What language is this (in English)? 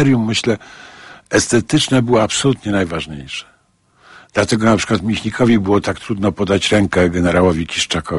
Polish